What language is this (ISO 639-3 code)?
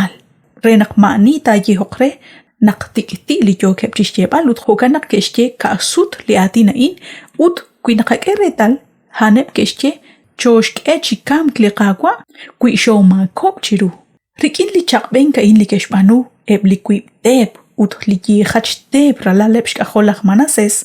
kek